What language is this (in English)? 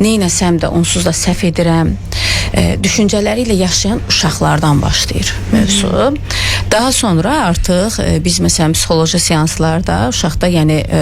Azerbaijani